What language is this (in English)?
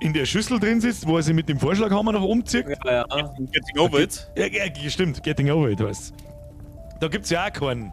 Bavarian